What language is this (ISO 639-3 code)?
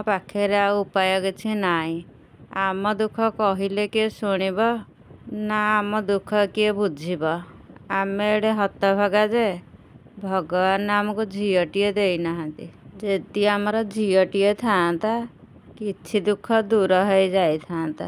ori